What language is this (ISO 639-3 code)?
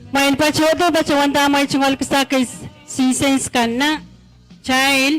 pon